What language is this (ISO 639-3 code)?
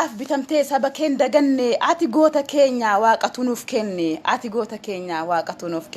orm